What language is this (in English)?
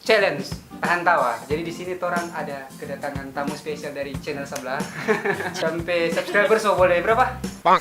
Manado Malay